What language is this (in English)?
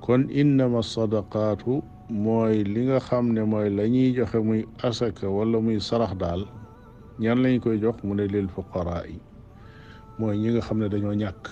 Wolof